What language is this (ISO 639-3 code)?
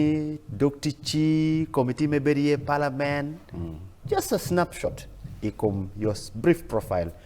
ach